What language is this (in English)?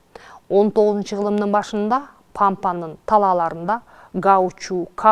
Kyrgyz